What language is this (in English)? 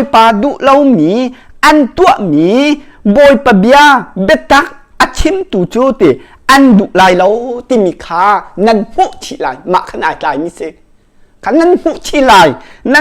Hakha Chin